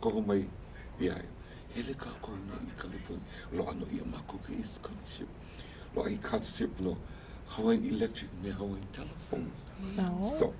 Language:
Hawaiian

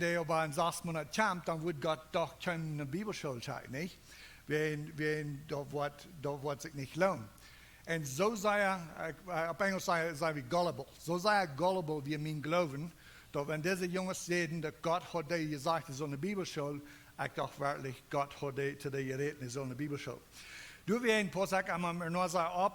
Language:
Plautdietsch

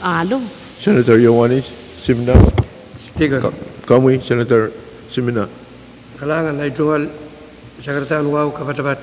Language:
Pohnpeian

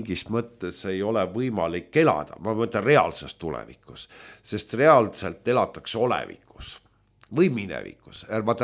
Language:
Estonian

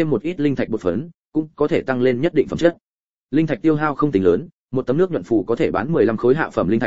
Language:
Vietnamese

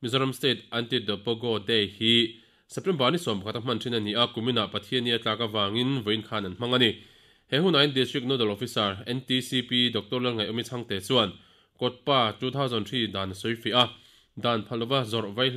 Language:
Mizo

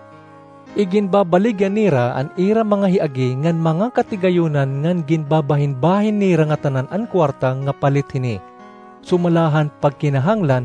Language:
Waray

